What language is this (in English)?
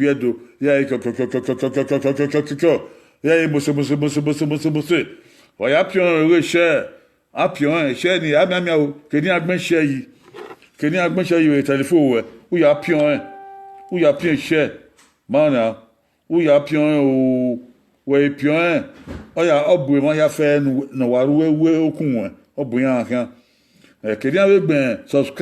Bini